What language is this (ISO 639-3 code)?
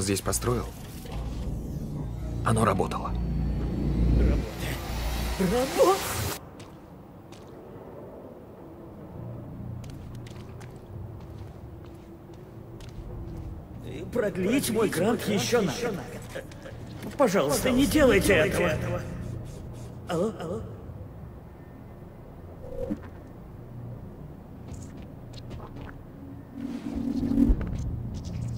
rus